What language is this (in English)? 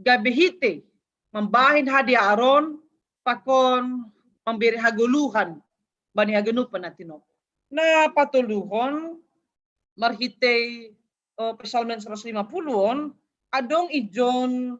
Batak Simalungun